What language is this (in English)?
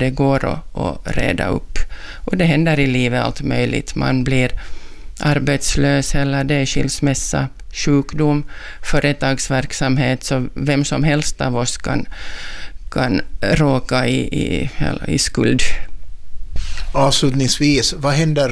Swedish